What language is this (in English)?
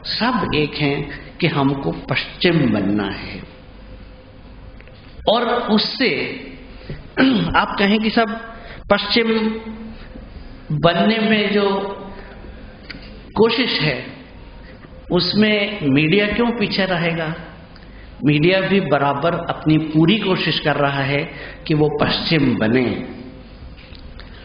Hindi